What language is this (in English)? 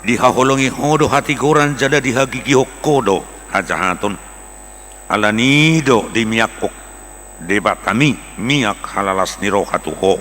Batak Toba